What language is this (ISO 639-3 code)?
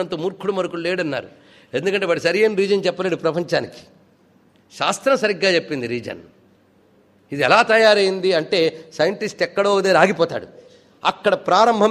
tel